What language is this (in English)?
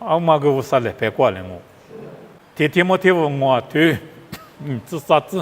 Lisu